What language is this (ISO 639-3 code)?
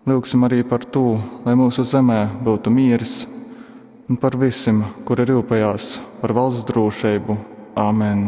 ltg